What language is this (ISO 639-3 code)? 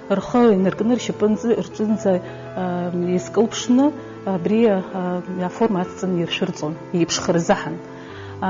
abk